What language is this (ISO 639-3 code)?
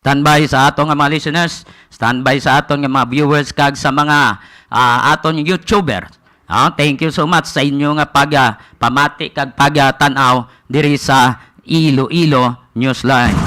hil